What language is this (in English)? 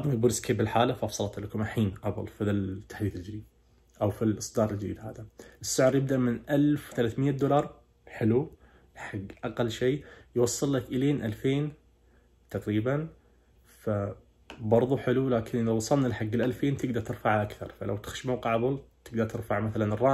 Najdi Arabic